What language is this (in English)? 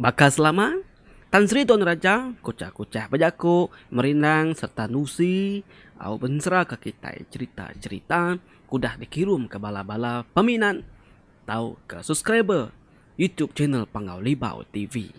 Iban